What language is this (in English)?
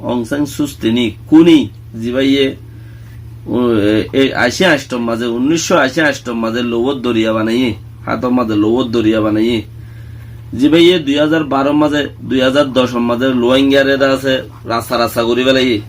Rohingya